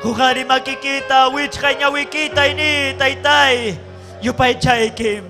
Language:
Ayacucho Quechua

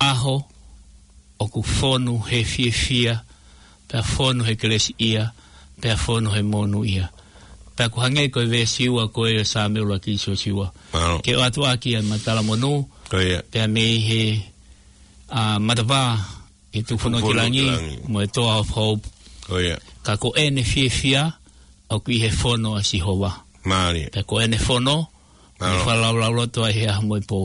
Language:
Tongan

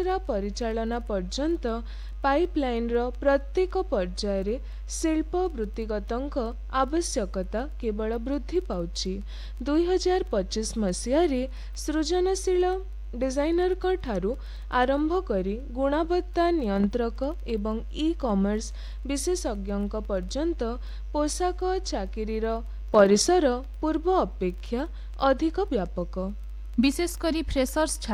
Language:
Odia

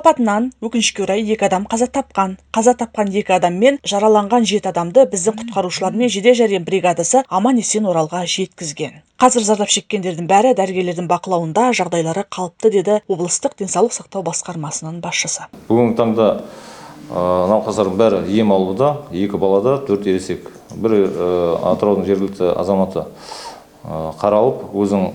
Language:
Kazakh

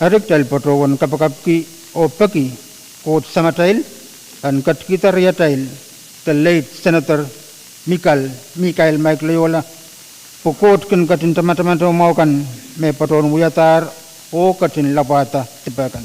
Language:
Pohnpeian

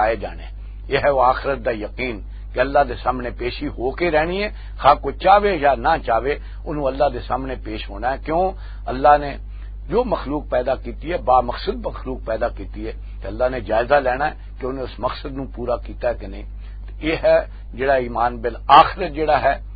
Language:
Western Panjabi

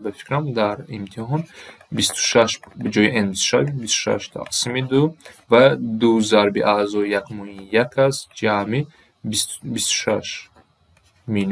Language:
Tajik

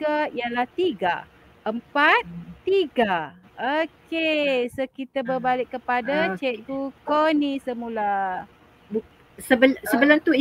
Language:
Malay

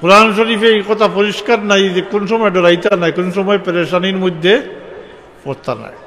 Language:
Sylheti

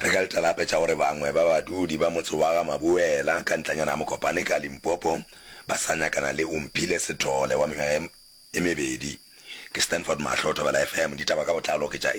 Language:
Northern Sotho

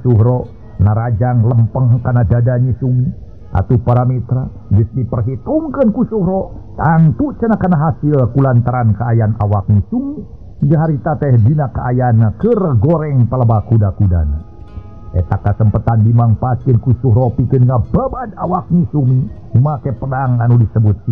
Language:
Sundanese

